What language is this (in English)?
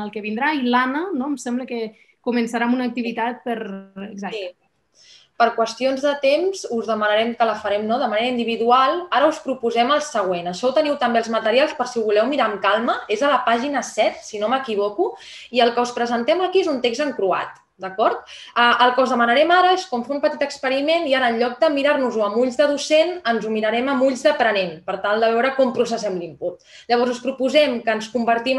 Catalan